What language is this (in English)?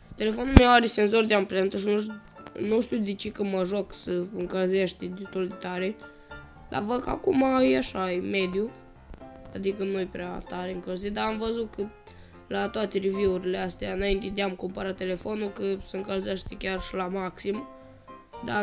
Romanian